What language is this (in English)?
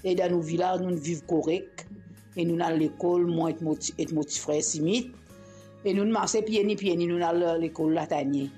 Morisyen